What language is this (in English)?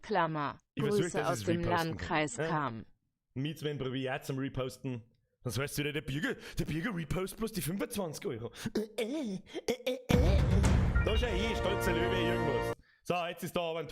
Bavarian